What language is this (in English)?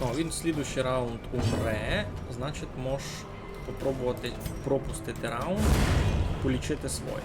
Rusyn